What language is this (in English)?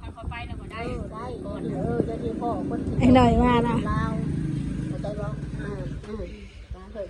Northeastern Thai